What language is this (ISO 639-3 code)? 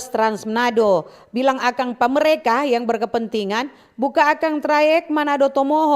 xmm